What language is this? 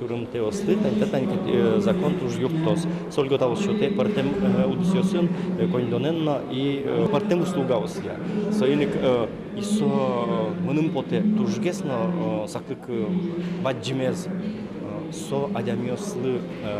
Udmurt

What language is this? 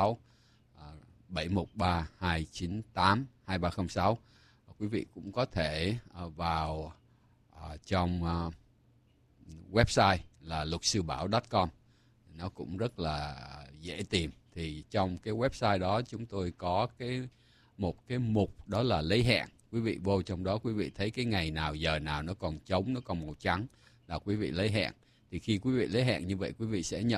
Vietnamese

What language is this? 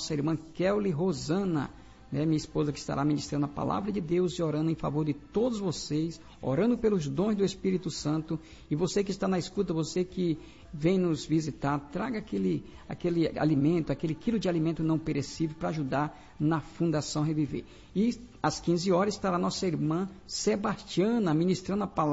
Portuguese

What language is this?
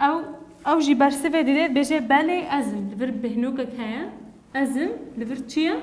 Kurdish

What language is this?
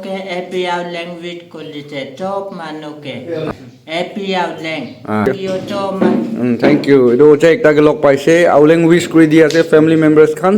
Naga Pidgin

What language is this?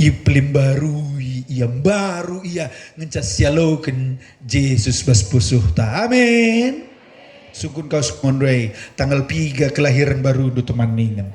Batak Karo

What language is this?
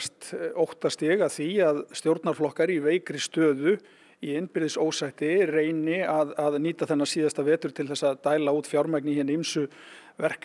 Icelandic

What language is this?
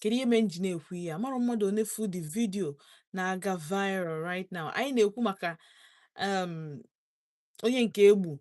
Igbo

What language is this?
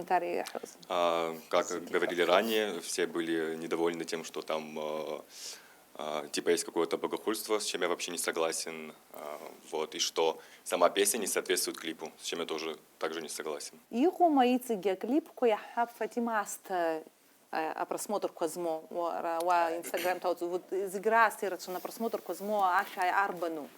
Abkhazian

